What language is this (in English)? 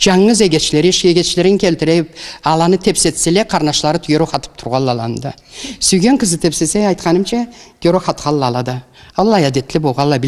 Karachay-Balkar